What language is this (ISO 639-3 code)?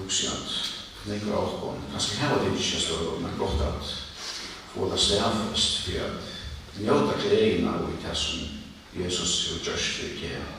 fao